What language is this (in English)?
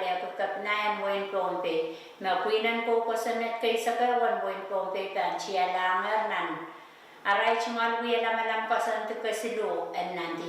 Pohnpeian